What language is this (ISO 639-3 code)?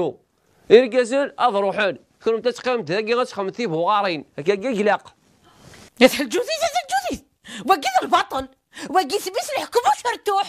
kab